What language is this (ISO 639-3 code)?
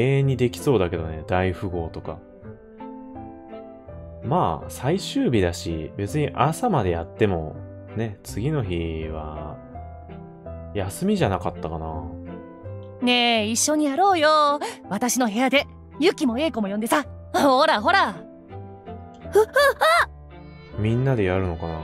jpn